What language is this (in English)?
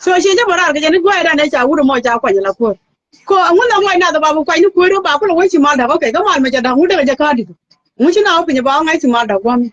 Nuer